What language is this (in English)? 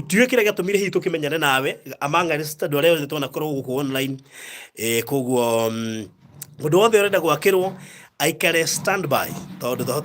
Kikuyu